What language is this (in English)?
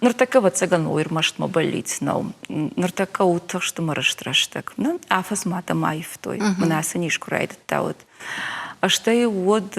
Ossetic